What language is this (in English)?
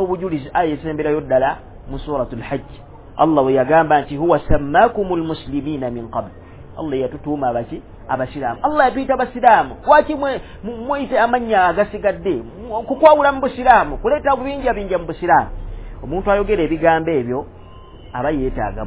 Ganda